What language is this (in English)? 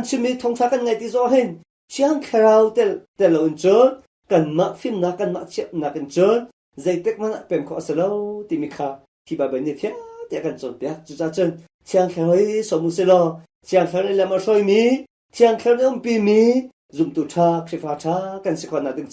Hakha Chin